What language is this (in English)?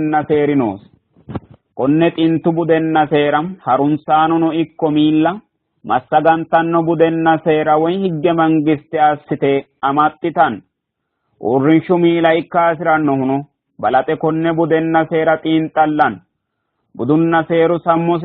Sidamo